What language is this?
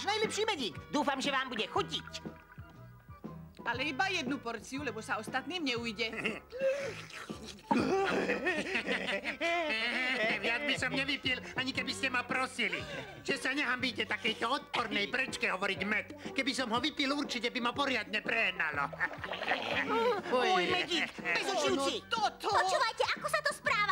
Slovak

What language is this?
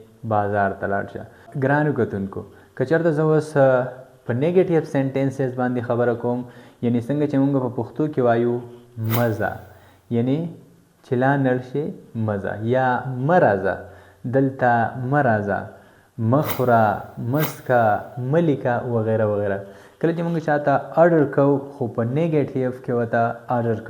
Pashto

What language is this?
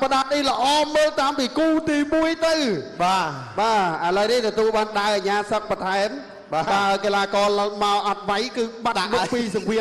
Khmer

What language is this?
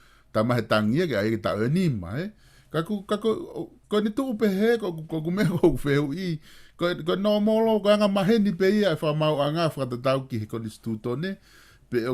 Tongan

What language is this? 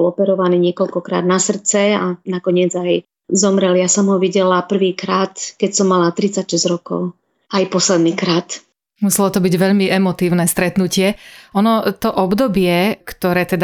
Slovak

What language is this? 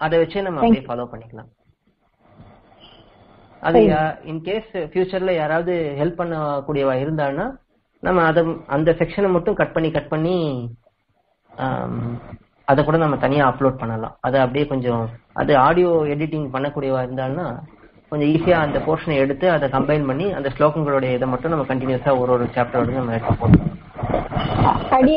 Tamil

